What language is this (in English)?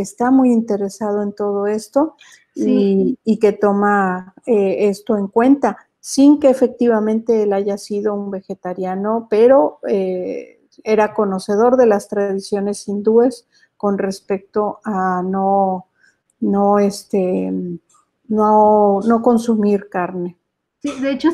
Spanish